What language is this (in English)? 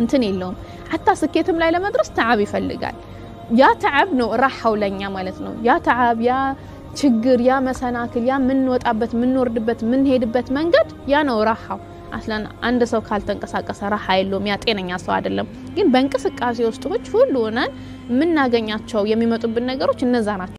Amharic